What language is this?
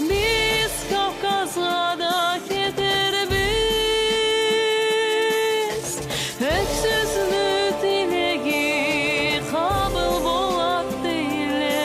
Karachay-Balkar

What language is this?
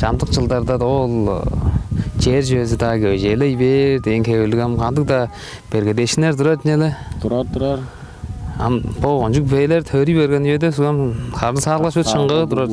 Tuvinian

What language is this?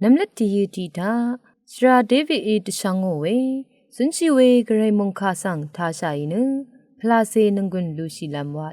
Rawang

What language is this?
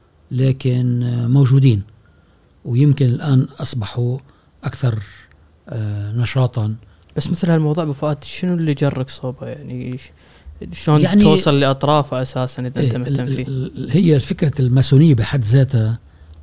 Gulf Arabic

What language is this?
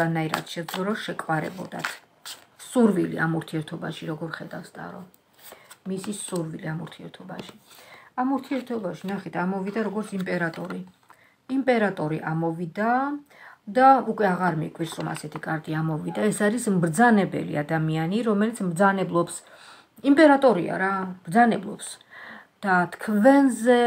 Georgian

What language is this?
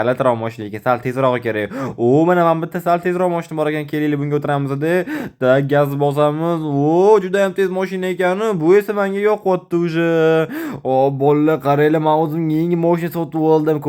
Uzbek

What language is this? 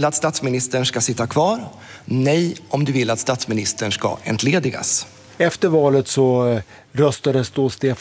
Swedish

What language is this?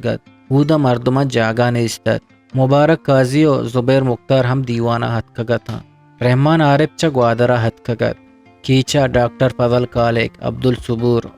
Eastern Balochi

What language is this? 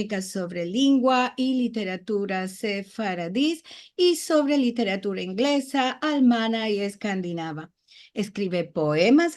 Ladino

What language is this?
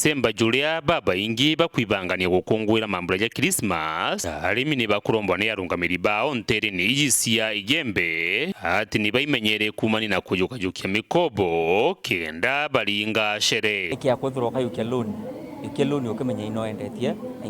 Meru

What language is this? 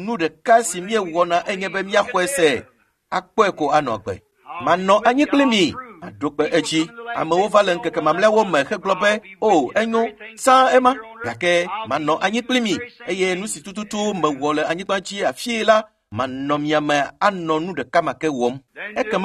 Ewe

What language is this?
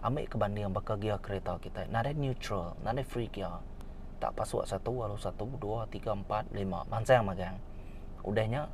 Iban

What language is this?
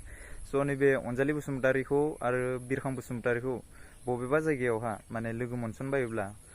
Bodo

